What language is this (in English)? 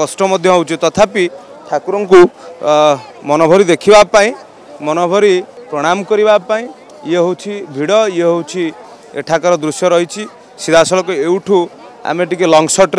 Odia